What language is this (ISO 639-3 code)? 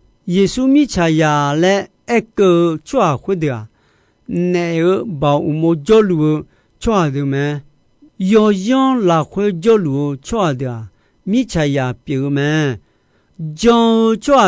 ahk